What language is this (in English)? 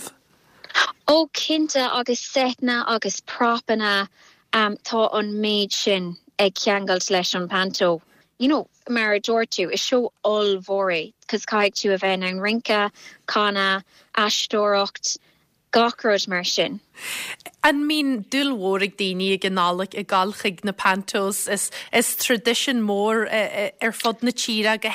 Irish